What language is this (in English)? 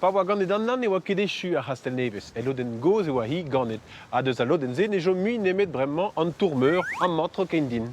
Breton